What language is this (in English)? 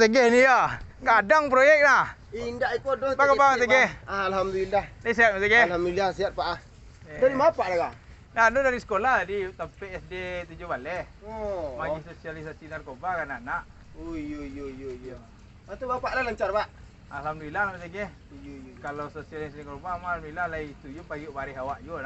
Minangkabau